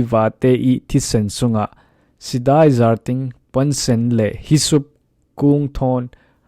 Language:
Falam Chin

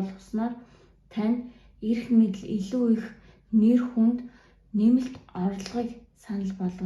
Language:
Mongolian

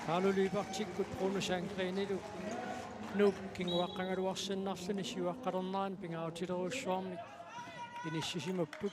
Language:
Kalaallisut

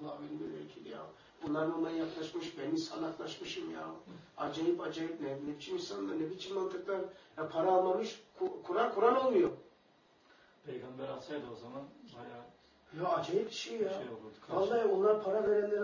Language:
Turkish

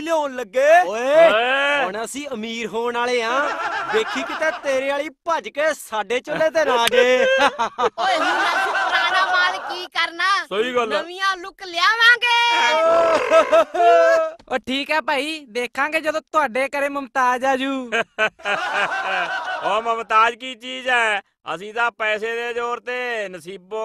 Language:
Punjabi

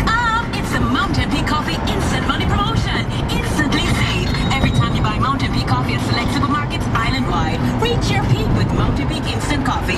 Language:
Jamaican Creole English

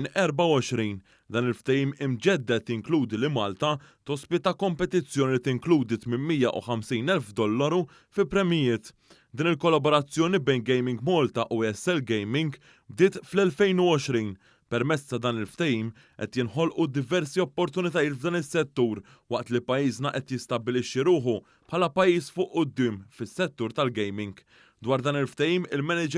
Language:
Maltese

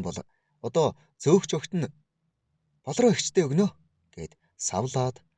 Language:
Mongolian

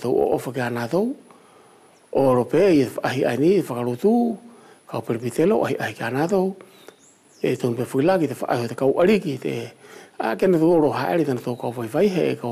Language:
Wallisian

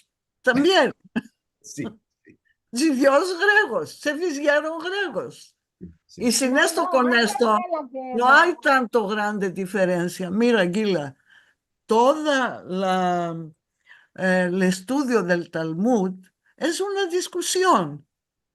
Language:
Ladino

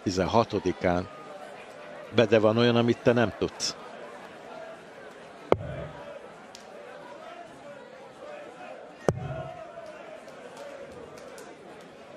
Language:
Hungarian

